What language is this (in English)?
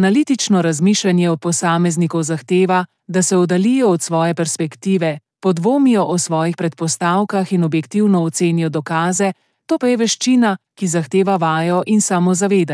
Slovenian